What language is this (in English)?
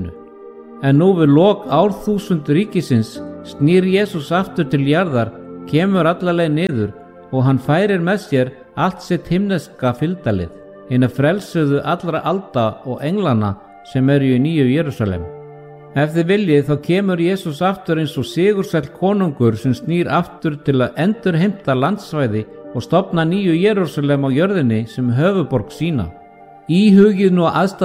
Icelandic